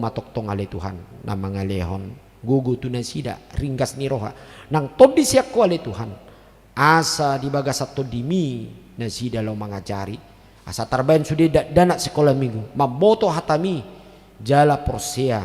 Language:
Batak Toba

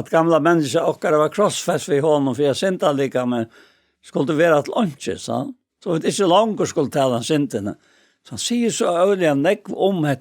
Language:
Faroese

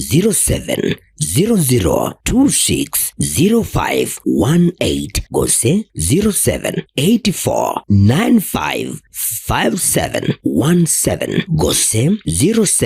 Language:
Gusii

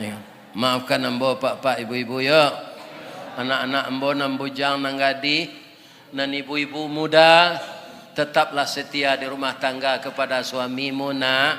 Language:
Minangkabau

